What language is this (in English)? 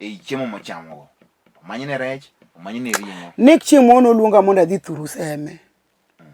Luo (Kenya and Tanzania)